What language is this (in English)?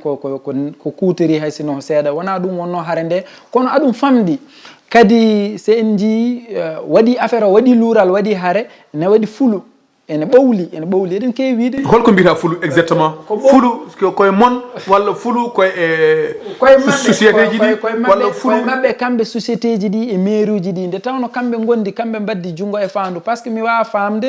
Fula